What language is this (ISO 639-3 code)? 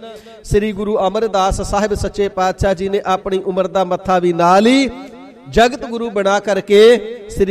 pan